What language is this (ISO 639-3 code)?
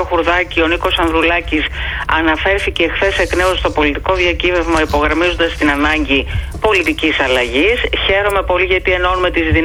ell